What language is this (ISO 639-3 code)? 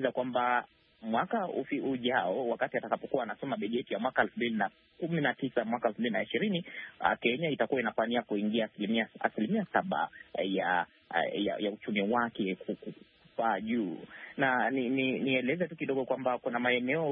swa